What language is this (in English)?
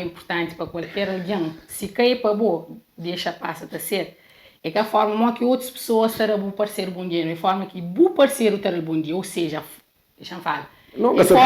Kabuverdianu